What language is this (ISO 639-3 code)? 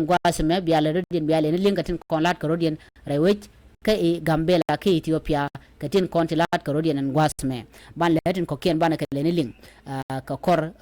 nus